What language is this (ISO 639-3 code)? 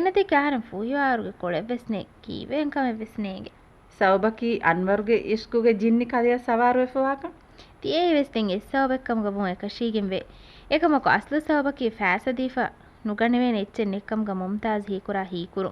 div